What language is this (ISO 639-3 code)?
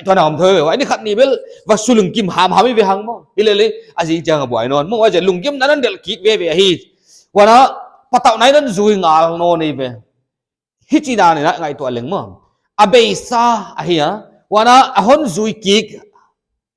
pck